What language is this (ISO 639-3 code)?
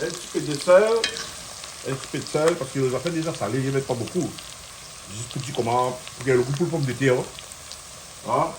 rcf